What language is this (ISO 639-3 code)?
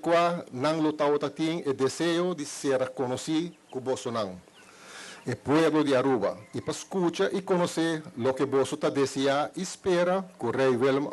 pap